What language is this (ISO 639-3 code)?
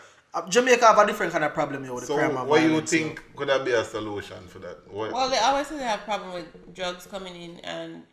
jam